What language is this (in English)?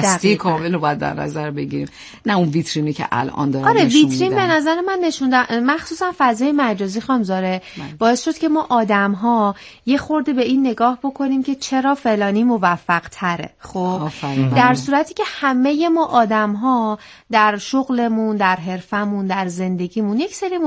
Persian